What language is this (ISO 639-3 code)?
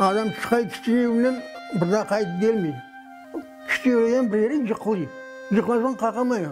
crh